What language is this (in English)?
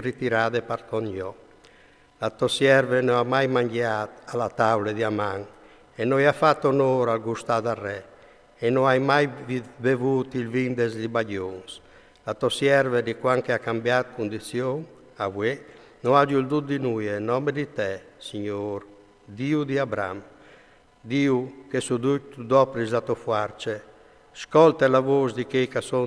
Friulian